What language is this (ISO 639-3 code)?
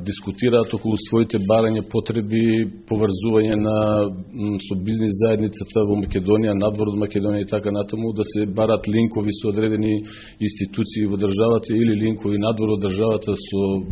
mkd